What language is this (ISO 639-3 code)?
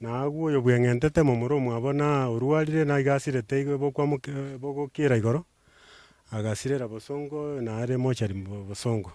guz